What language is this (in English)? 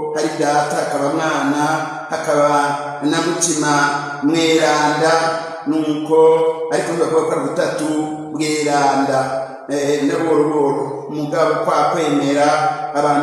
Rundi